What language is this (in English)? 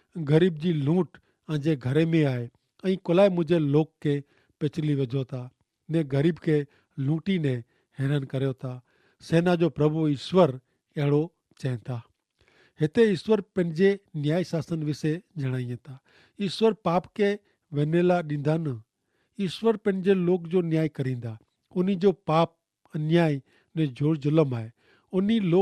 Kachhi